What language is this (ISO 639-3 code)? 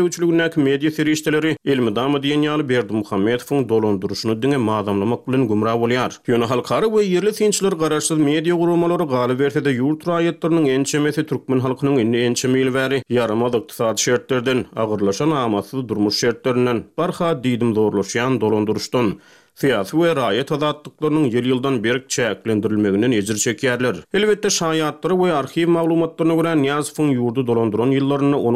tuk